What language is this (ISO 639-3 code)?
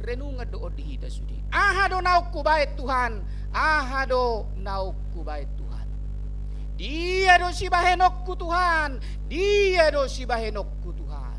bbc